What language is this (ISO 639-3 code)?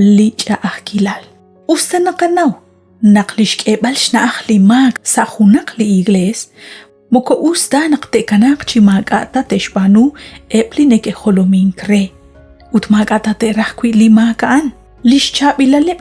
kek